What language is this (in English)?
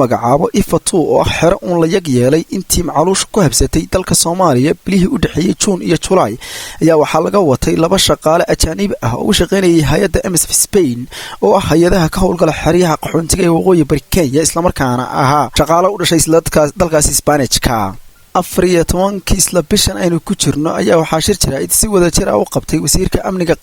Somali